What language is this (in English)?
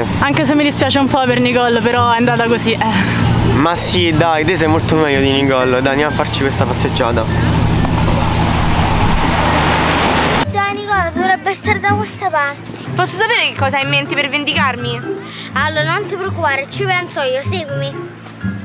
Italian